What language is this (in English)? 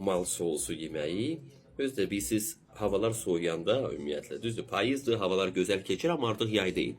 Azerbaijani